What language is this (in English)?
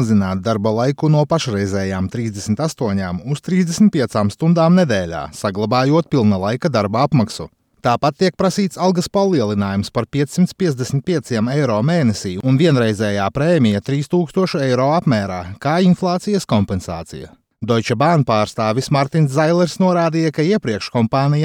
Latvian